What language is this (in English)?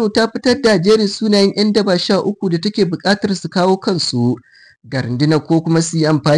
Hausa